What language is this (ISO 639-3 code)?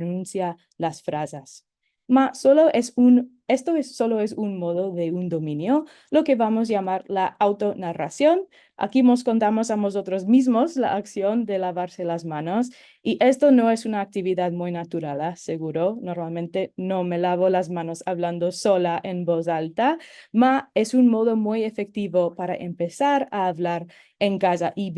lad